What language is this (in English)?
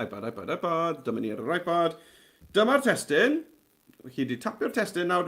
Welsh